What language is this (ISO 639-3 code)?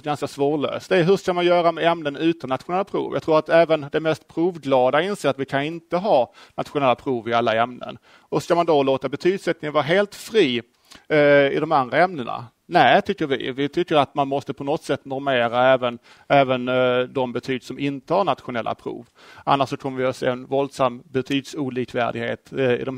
swe